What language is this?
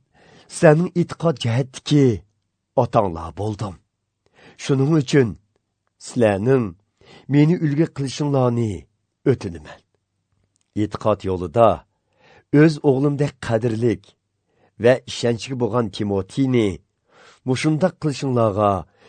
Uyghur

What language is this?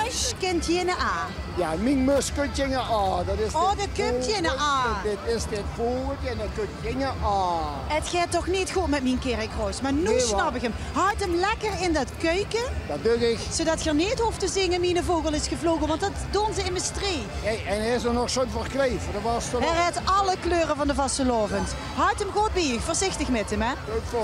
Limburgish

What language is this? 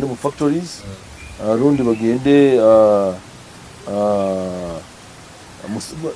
Nyoro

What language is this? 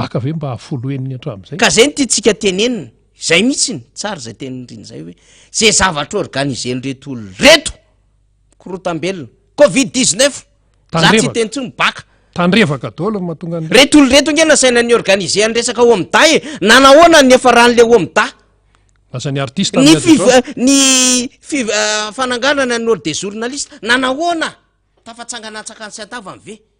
Malagasy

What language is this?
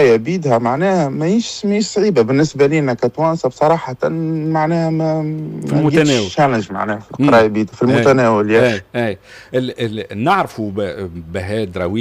Tunisian Arabic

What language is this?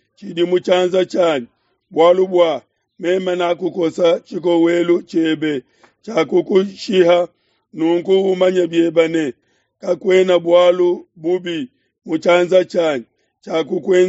Luba-Lulua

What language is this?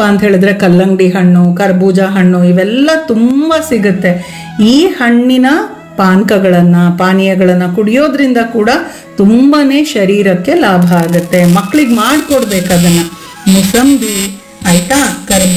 Kannada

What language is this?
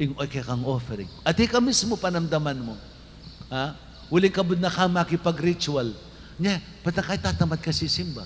Pampanga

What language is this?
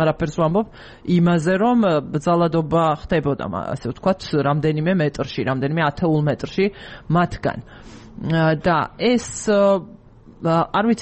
Georgian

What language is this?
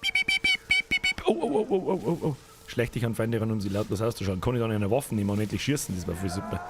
Bavarian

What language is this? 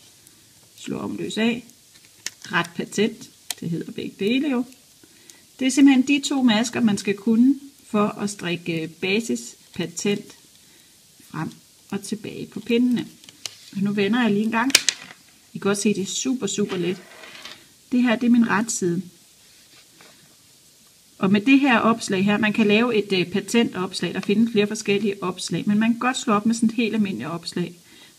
Danish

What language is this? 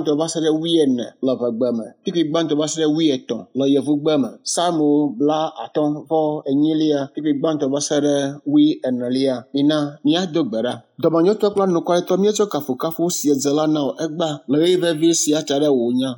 Ewe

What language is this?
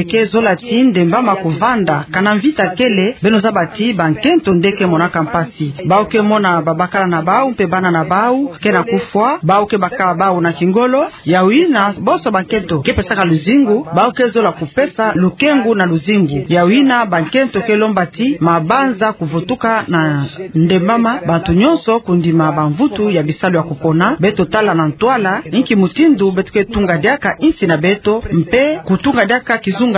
Kituba (Democratic Republic of Congo)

